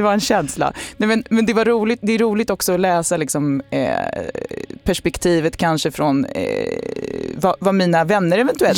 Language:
Swedish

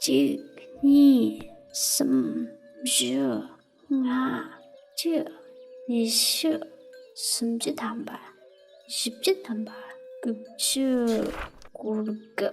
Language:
Tibetan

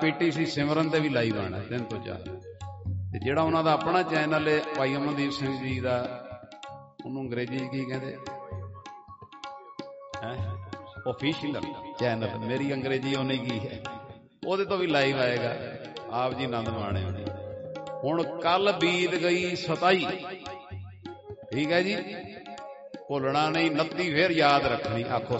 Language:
Punjabi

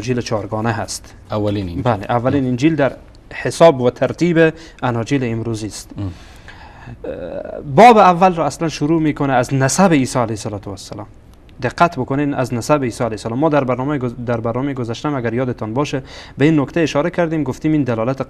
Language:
Persian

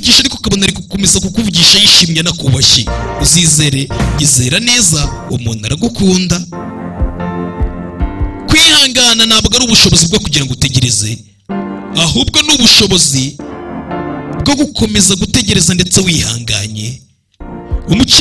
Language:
Kinyarwanda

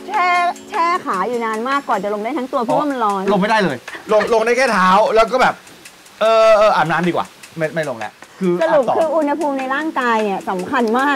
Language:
Thai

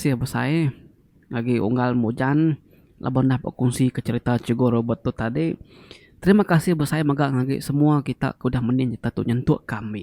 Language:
Iban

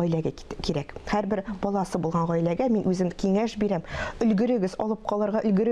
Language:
Tatar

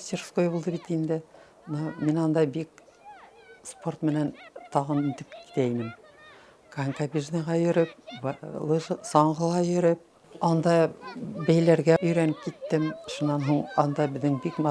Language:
Bashkir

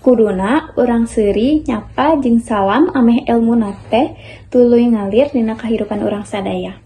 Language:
Sundanese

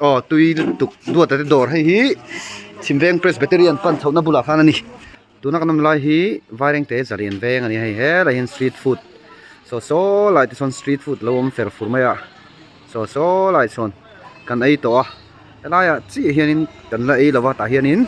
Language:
Mizo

